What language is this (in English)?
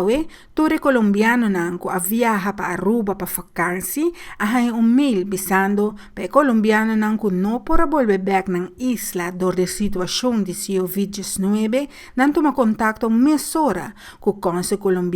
Papiamento